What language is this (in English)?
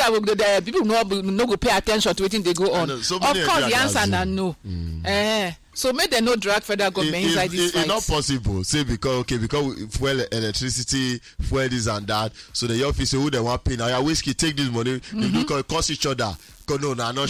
Nigerian Pidgin